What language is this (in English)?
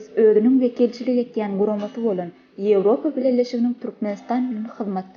Turkmen